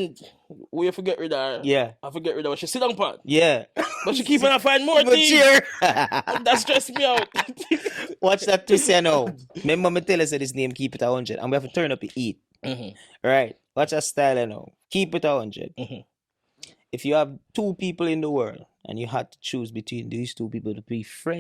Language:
Jamaican Creole English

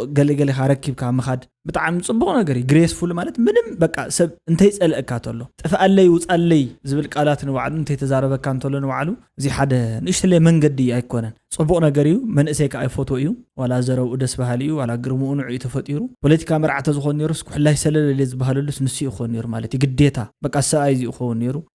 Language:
Tigrinya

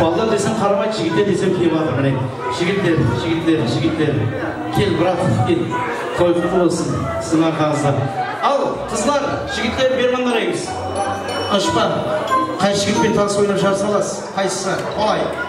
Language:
Kara-Kalpak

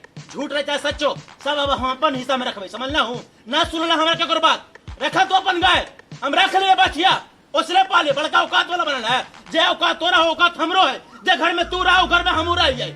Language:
Magahi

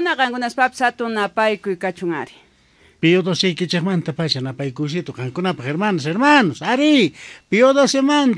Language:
South Bolivian Quechua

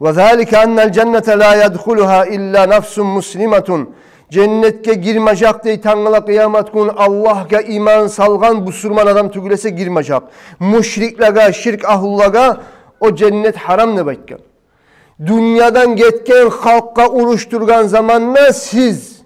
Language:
Kumyk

